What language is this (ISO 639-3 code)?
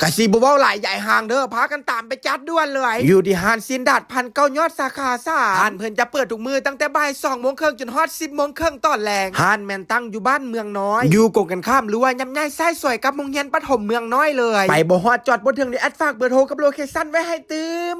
lao